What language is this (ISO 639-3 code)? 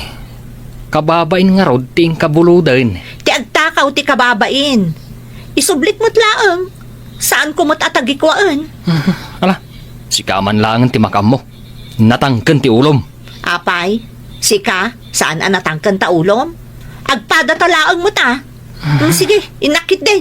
ilo